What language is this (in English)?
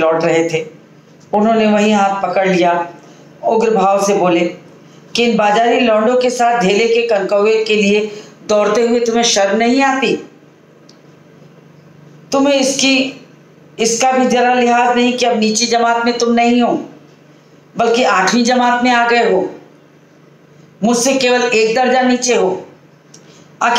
Hindi